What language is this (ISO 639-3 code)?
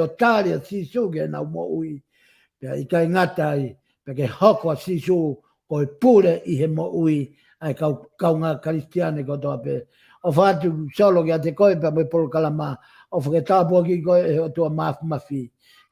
ton